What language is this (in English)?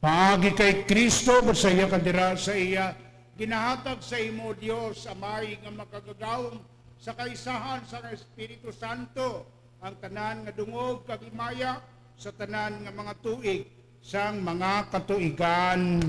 Hiligaynon